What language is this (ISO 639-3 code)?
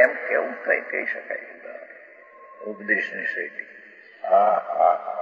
guj